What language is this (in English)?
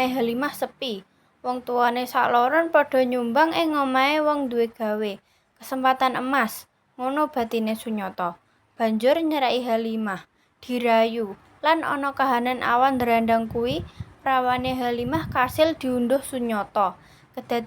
Javanese